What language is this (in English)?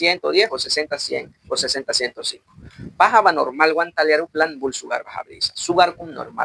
Mískito